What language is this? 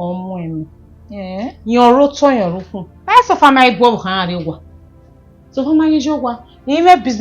Bini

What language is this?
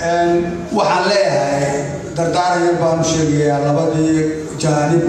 Somali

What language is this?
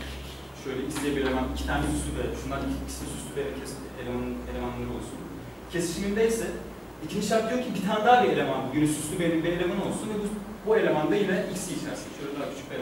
Turkish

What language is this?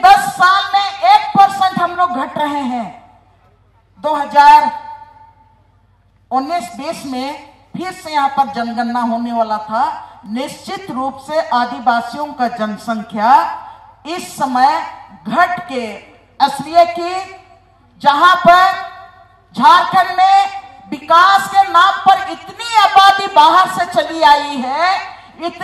Hindi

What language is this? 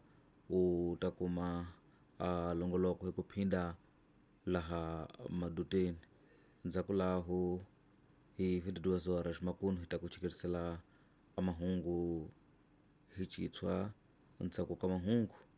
Tsonga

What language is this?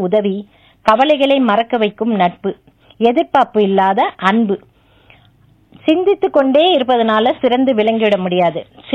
Tamil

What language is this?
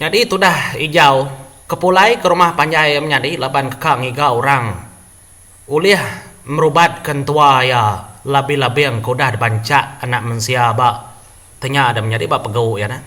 Iban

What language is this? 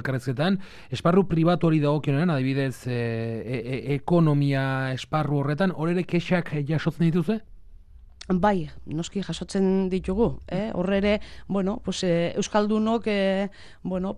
Basque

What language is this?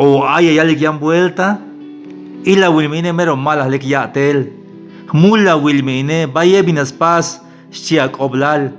Tzeltal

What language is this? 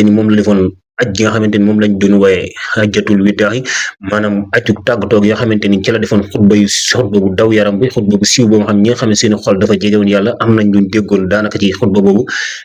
Wolof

